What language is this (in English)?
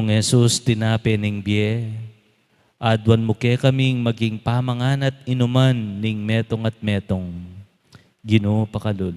Pampanga